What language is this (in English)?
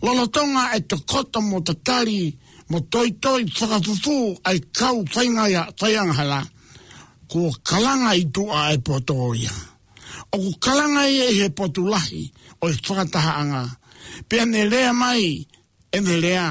Tongan